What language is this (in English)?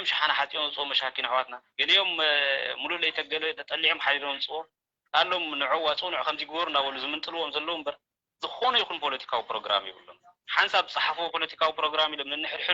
Tigrinya